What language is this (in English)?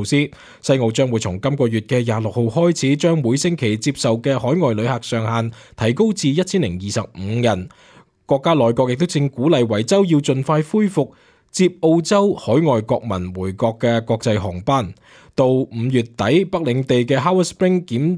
Cantonese